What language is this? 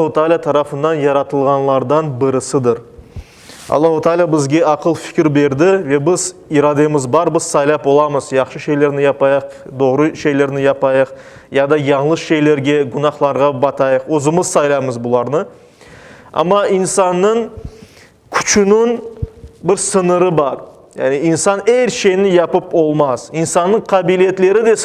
Crimean Tatar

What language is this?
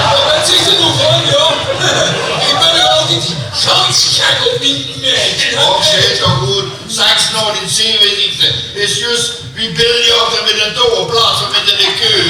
Limburgish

